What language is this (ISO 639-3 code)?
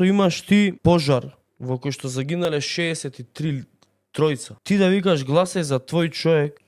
mkd